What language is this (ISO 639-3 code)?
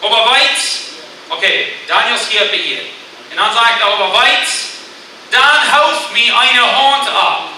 pdt